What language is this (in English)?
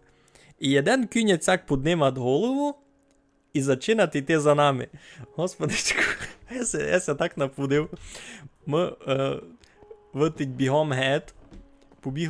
Rusyn